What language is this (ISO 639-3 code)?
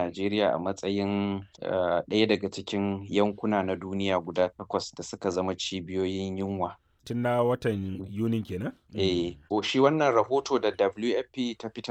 hau